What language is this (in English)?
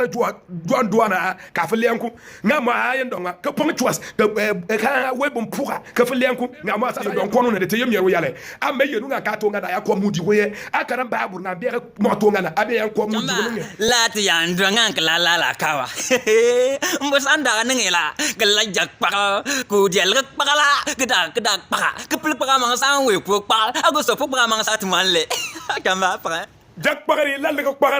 Bimoba